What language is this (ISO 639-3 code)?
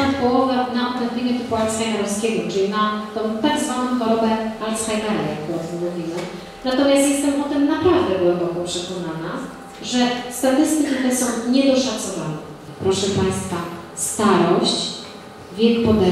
pol